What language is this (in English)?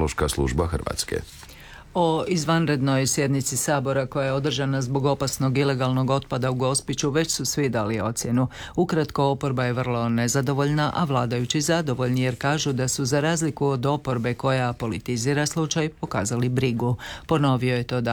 Croatian